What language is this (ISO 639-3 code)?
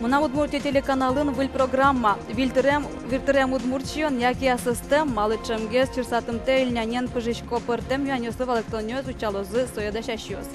udm